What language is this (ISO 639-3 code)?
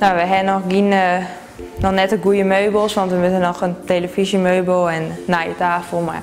fry